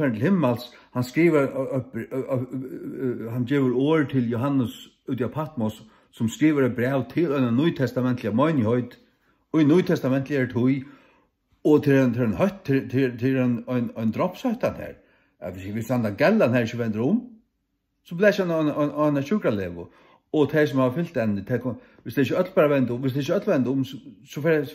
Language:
Faroese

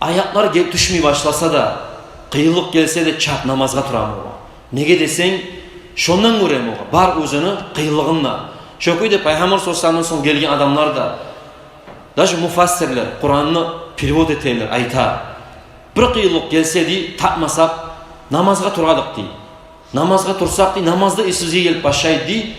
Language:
Kumyk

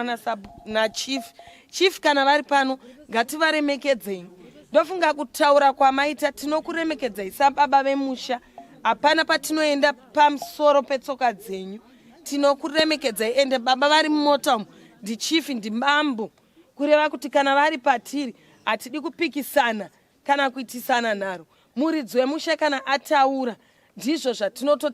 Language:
Shona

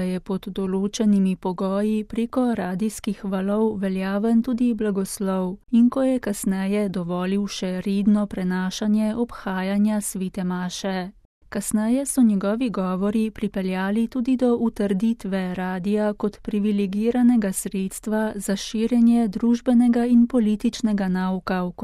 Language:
Slovenian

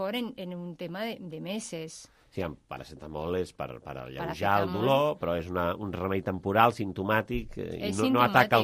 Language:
Catalan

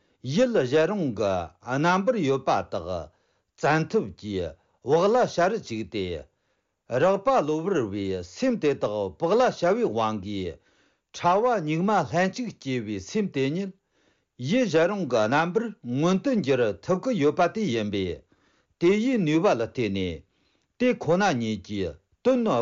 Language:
Tibetan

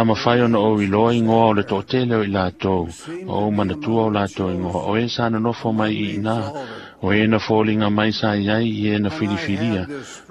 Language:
Samoan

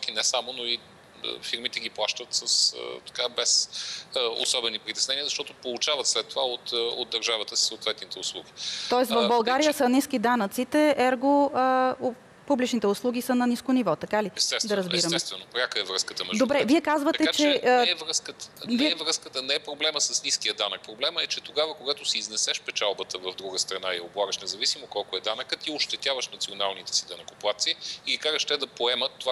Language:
Bulgarian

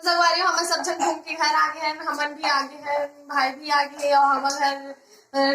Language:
Chhattisgarhi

